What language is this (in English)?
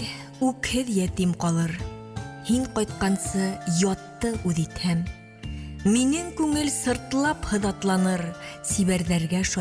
Bashkir